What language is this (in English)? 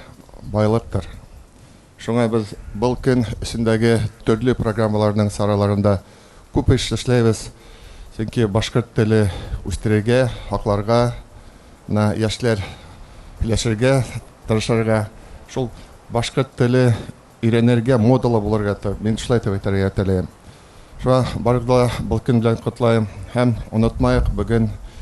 Bashkir